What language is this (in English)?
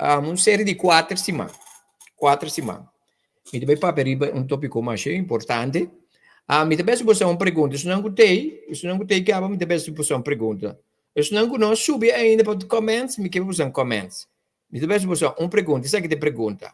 Papiamento